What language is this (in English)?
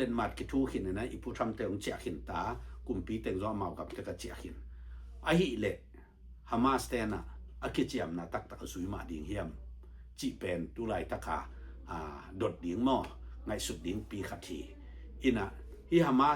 Tedim Chin